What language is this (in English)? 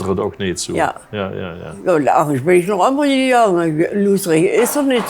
Limburgish